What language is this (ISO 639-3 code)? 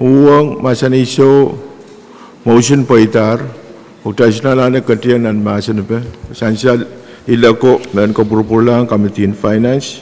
pon